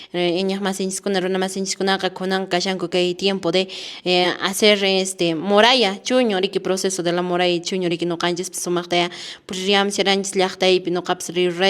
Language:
Quechua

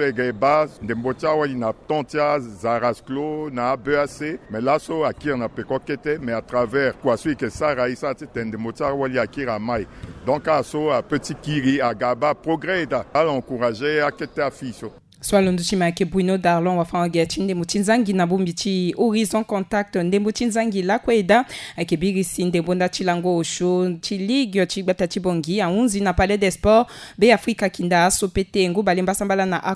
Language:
Sango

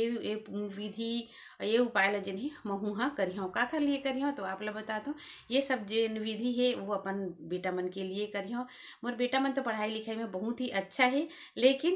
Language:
Chhattisgarhi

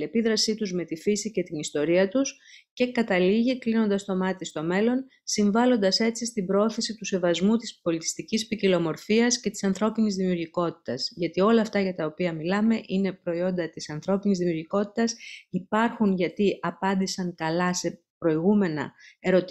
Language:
Greek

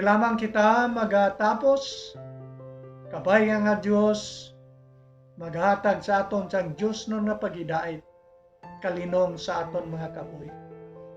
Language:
Hiligaynon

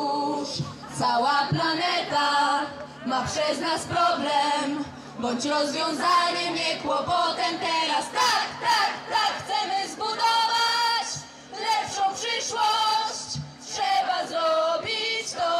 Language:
Polish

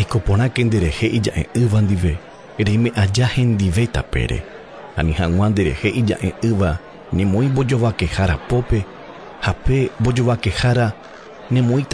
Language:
Guarani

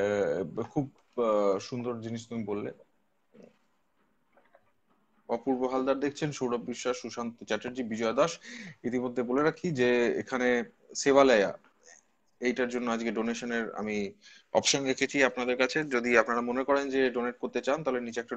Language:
Bangla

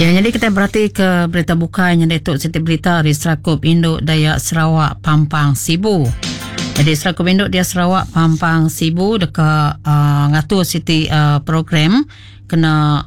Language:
Iban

